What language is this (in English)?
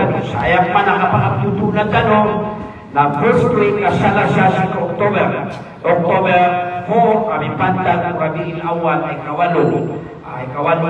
Maranao